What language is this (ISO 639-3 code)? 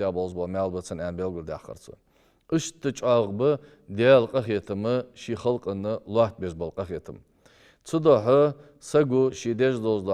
inh